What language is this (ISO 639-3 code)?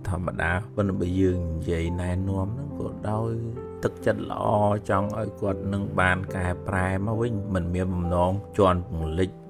khm